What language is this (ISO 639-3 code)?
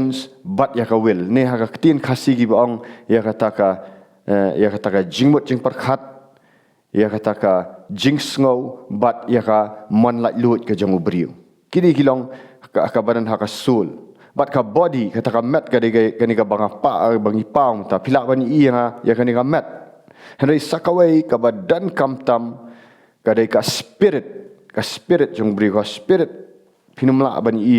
kha